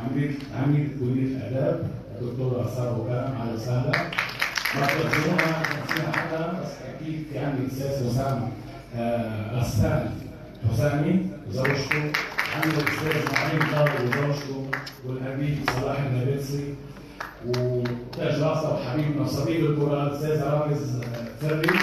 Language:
North Levantine Arabic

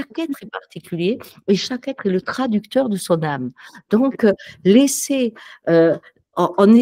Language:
French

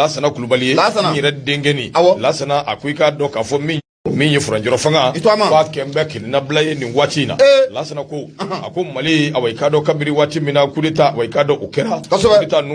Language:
Bambara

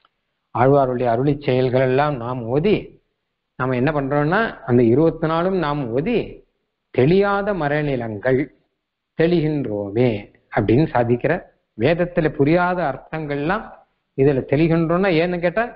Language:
Tamil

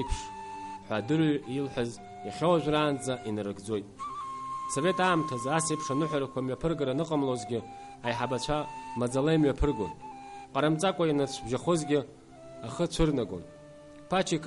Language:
Abkhazian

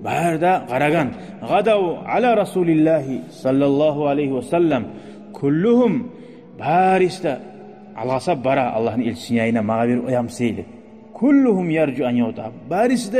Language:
Kumyk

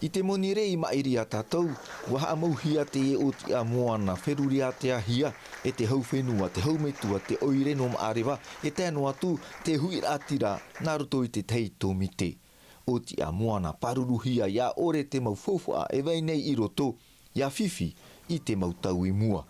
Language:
Tahitian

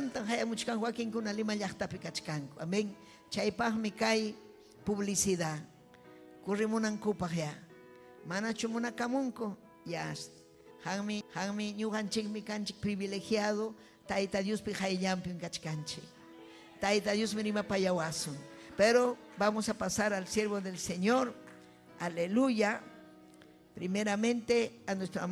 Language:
Ayacucho Quechua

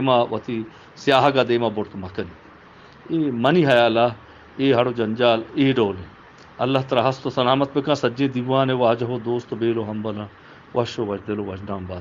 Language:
Eastern Balochi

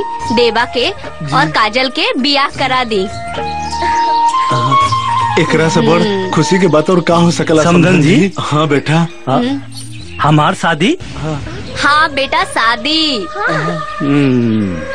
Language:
Bhojpuri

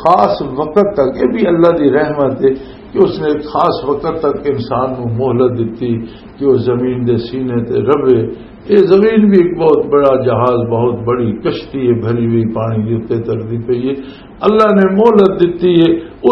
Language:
Western Panjabi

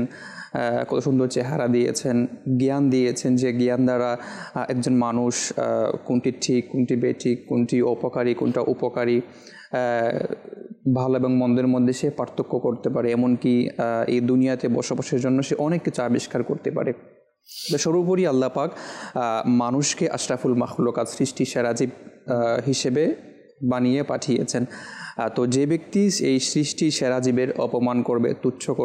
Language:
Bangla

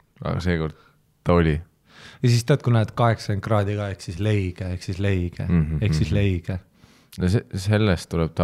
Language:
Estonian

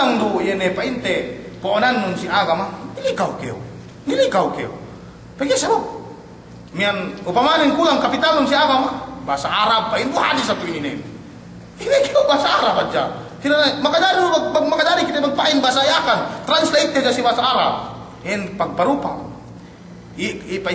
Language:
Yakan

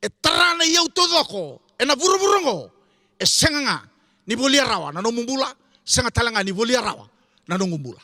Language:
Fijian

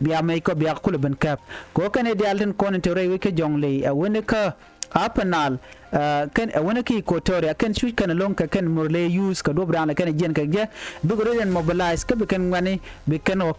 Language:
Nuer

